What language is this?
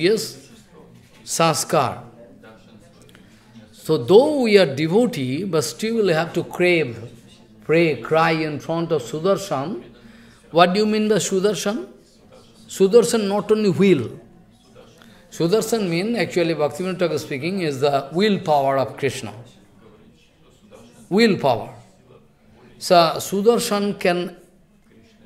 English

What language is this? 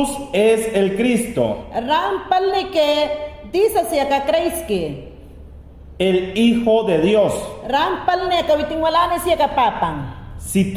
Mayangna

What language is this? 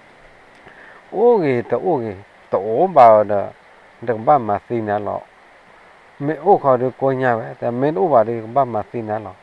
S'gaw Karen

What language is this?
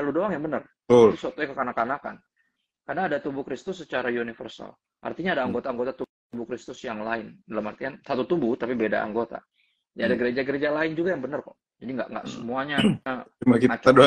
Indonesian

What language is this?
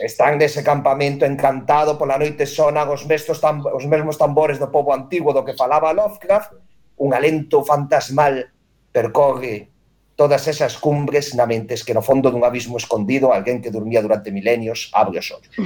Galician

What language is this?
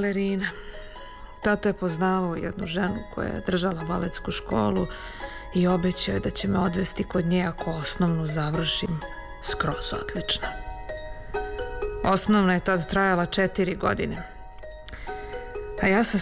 Serbian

